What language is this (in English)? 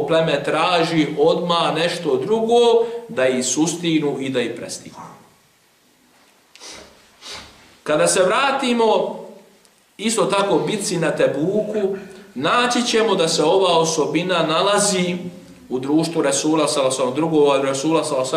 Bosnian